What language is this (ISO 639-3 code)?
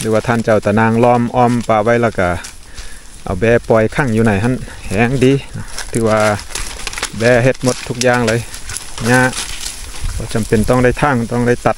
lao